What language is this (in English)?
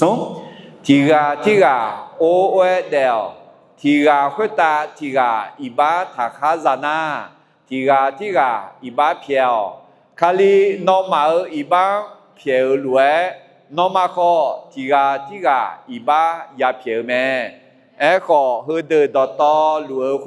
Akha